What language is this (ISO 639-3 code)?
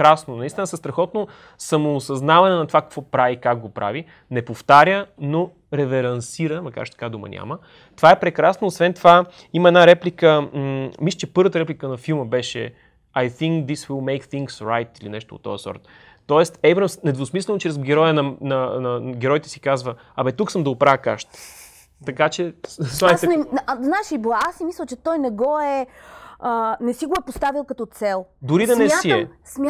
bul